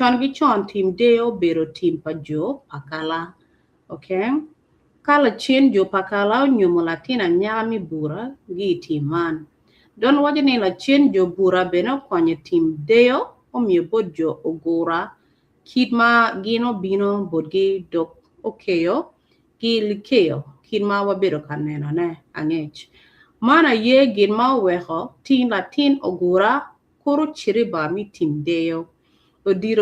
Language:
Acoli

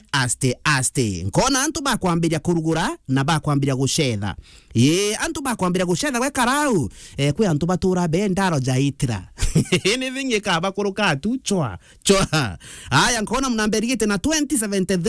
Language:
Meru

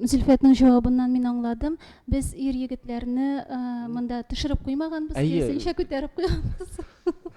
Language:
Tatar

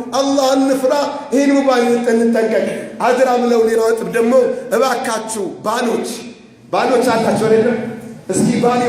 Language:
Amharic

